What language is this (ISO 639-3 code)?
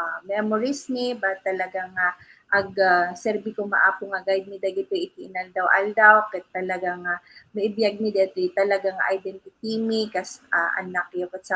ilo